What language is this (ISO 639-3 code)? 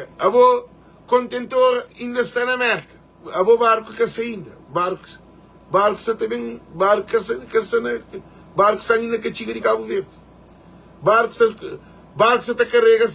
kea